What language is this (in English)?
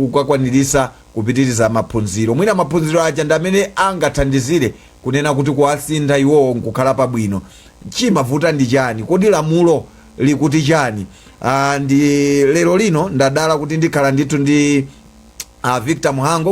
Nyanja